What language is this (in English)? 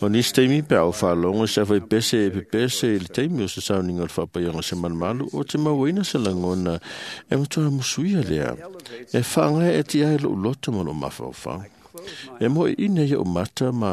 Samoan